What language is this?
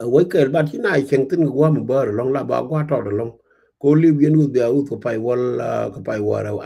Nuer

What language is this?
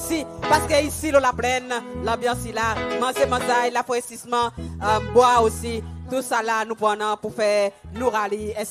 Seselwa Creole French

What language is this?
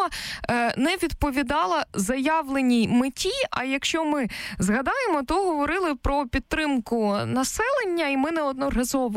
Ukrainian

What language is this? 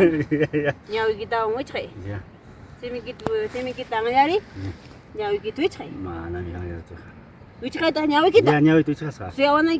Ayacucho Quechua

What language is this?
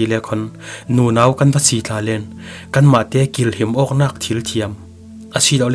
Falam Chin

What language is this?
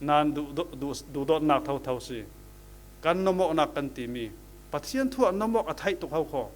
Falam Chin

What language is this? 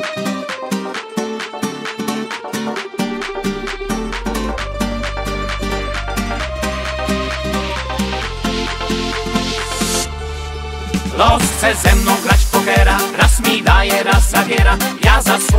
Polish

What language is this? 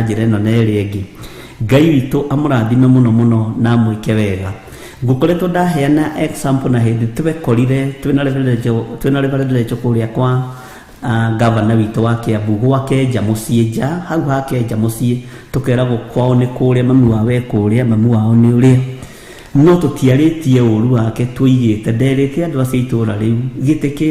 Kikuyu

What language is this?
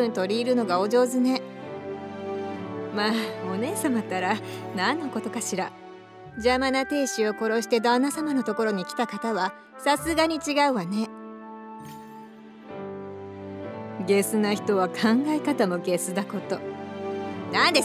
Japanese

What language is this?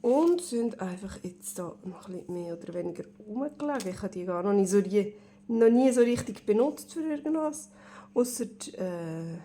Swiss German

